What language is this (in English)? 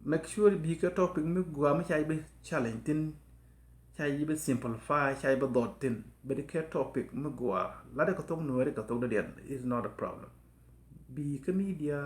Nuer